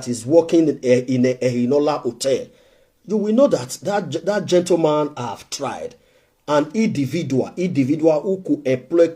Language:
Nigerian Pidgin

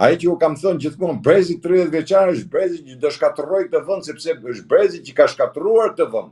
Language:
Albanian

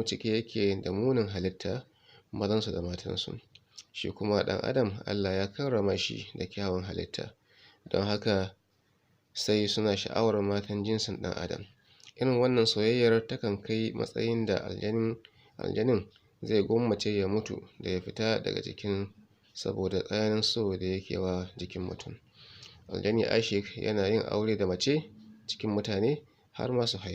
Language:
Hausa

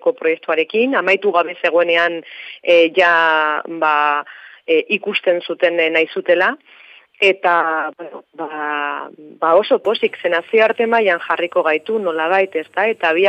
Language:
Basque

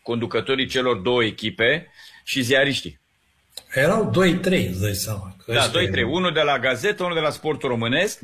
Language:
Romanian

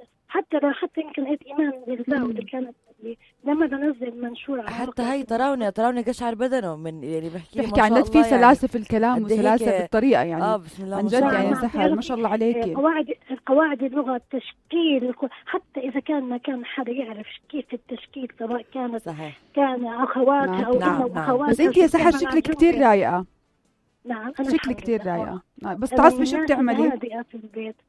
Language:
North Levantine Arabic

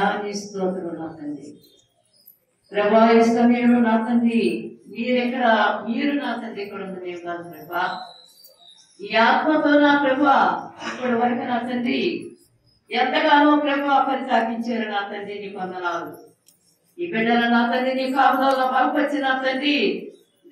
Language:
Telugu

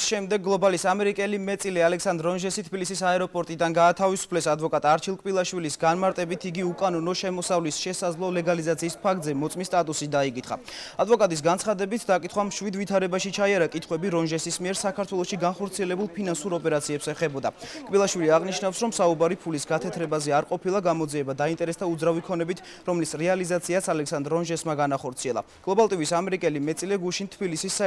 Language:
Georgian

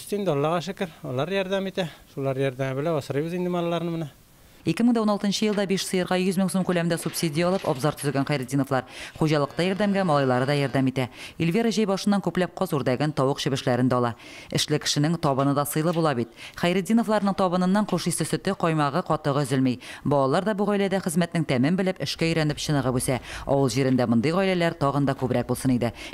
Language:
Tatar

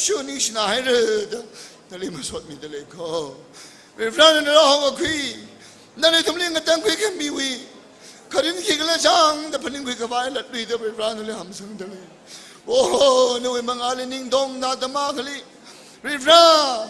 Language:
Tangkhul Naga (India)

